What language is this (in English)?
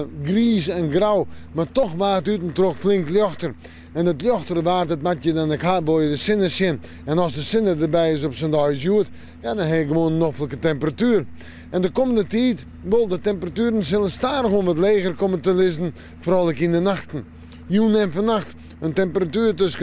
Western Frisian